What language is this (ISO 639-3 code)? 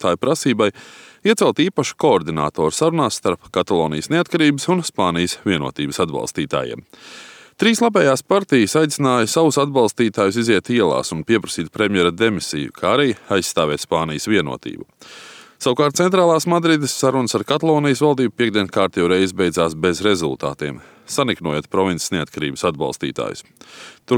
lav